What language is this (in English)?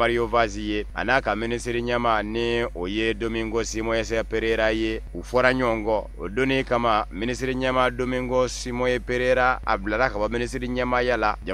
Bambara